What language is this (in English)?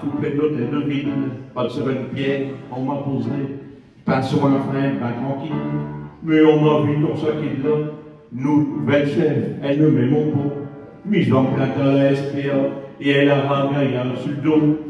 Picard